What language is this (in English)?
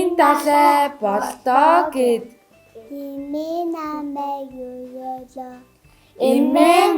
Mongolian